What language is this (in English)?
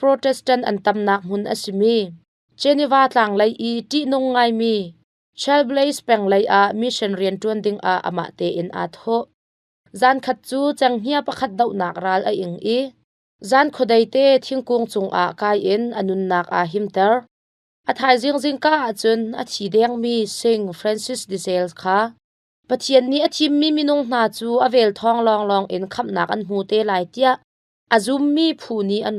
Hakha Chin